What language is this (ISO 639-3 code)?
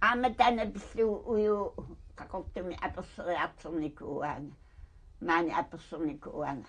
kal